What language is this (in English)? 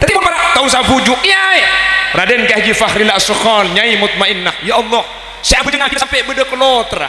Madurese